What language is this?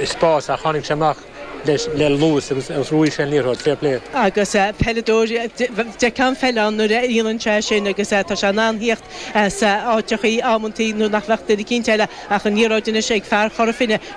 Irish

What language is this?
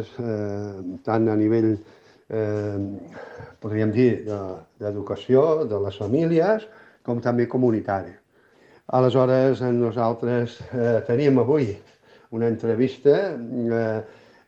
Catalan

